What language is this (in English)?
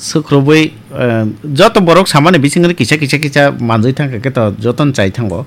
Kok Borok